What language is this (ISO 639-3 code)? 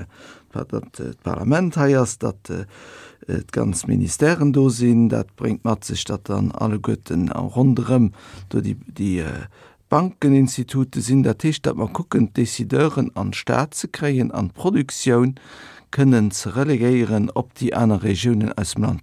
ltz